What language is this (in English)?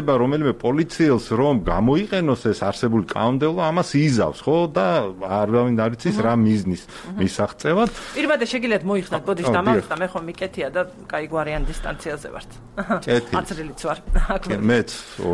Georgian